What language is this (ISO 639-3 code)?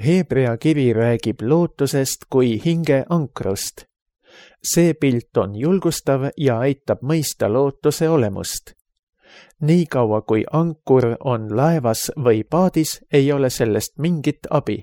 est